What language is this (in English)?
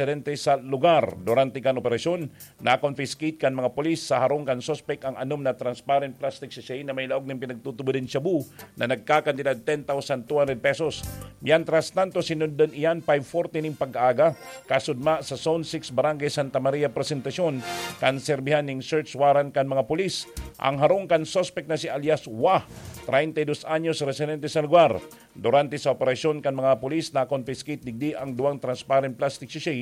Bikol